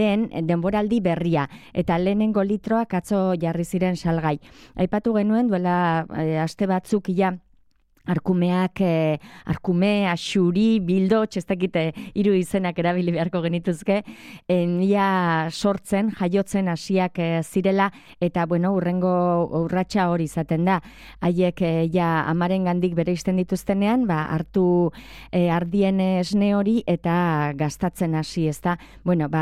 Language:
Basque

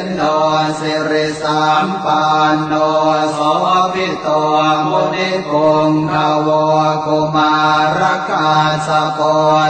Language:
Pali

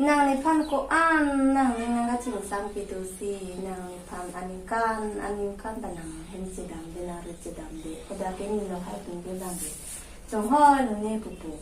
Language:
Karbi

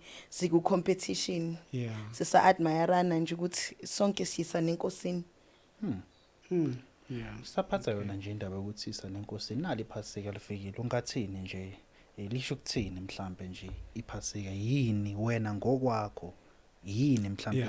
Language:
Zulu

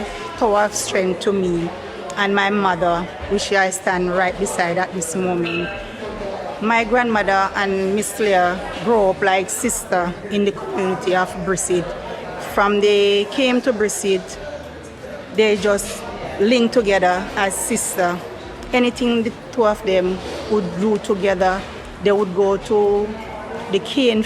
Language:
Jamaican Creole English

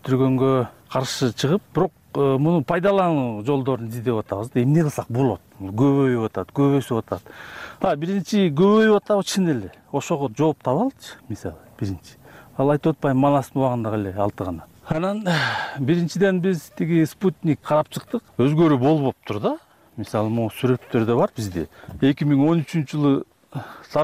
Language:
Kyrgyz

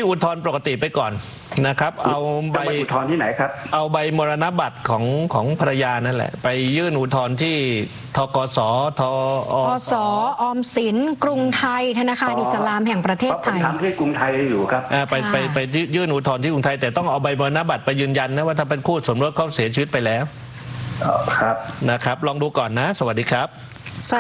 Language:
Thai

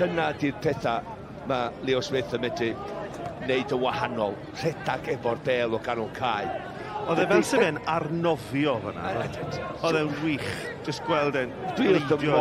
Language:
Welsh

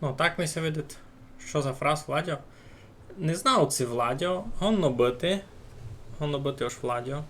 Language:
Rusyn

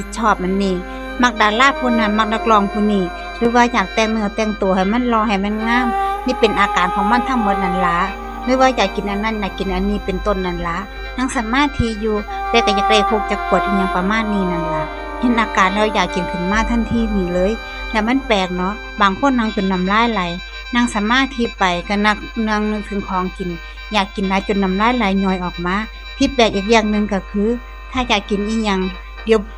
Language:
Northeastern Thai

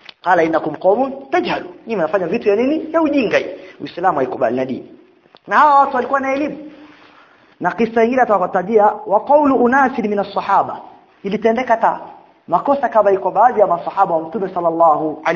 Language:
Swahili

